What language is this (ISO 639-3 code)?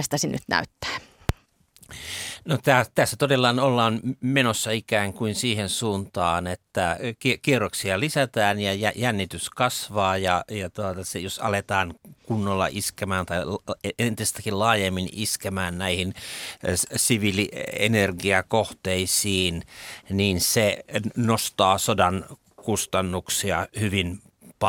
fin